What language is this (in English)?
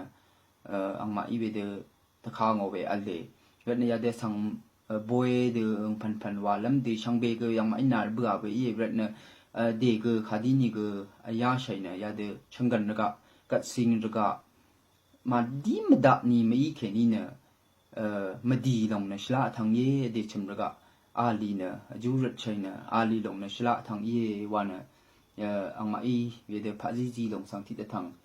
Rawang